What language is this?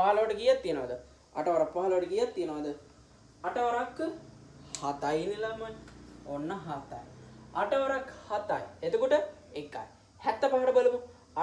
Sinhala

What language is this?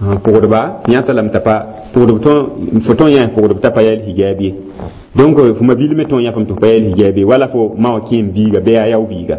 Mossi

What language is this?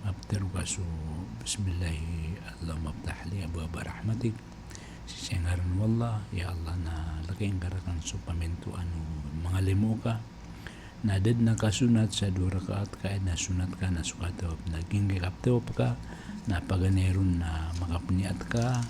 Maranao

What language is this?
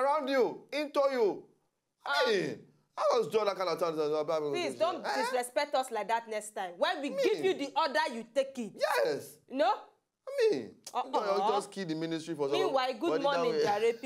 Nigerian Pidgin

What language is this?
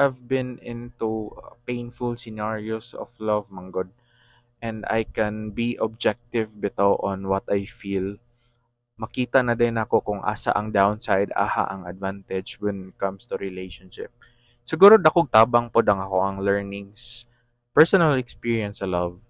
Cebuano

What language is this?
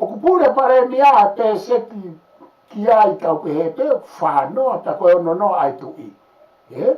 Tongan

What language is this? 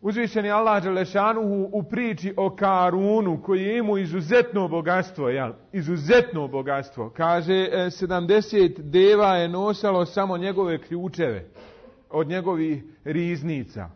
Bosnian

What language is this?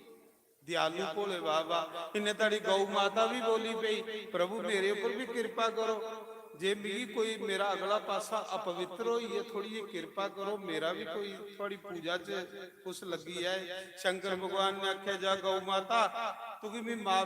Dogri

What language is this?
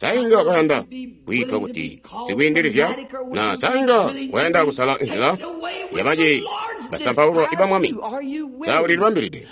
Tonga (Zambia)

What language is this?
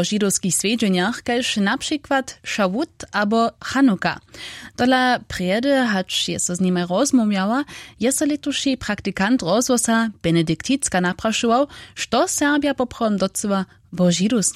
Upper Sorbian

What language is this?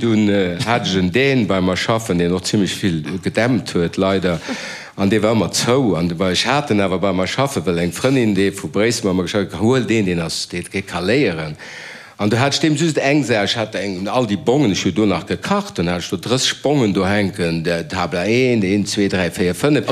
Luxembourgish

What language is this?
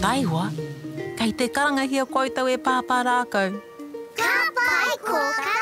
Māori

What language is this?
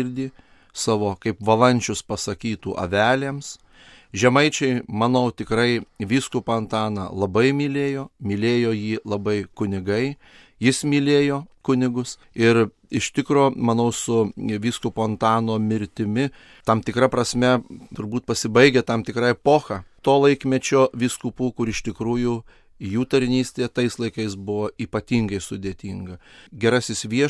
Lithuanian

